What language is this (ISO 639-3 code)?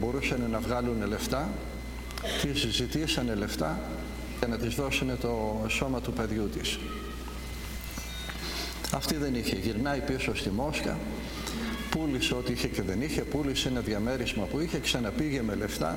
ell